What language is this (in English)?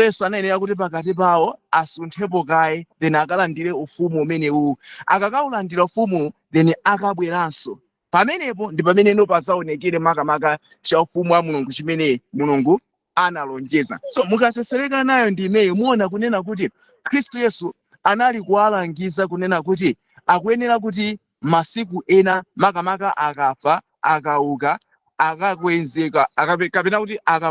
Nyanja